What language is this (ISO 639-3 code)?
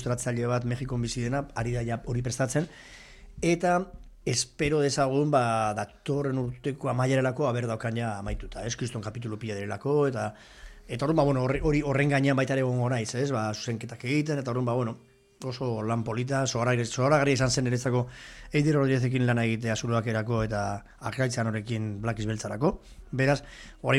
eus